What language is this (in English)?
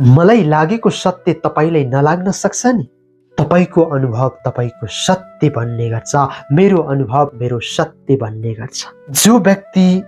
Nepali